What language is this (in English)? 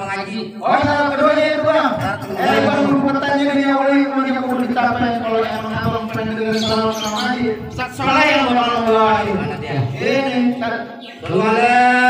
Betawi